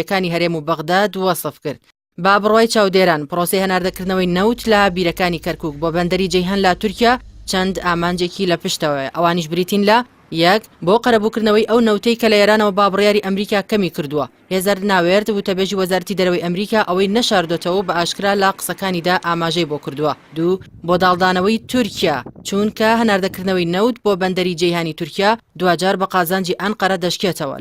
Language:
Central Kurdish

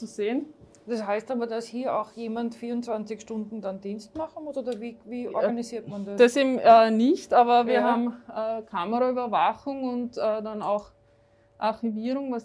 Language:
German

